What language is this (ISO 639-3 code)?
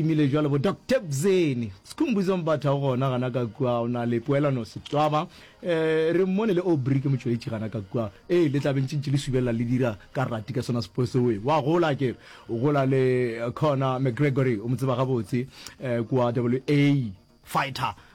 nso